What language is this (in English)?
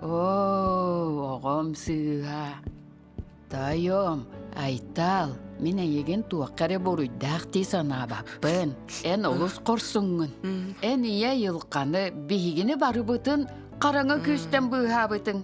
Yakut